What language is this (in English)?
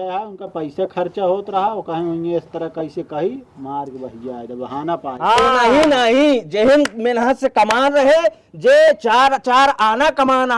Awadhi